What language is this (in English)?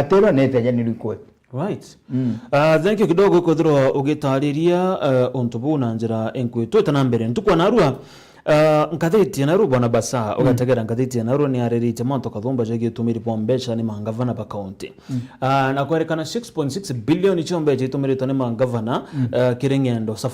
Meru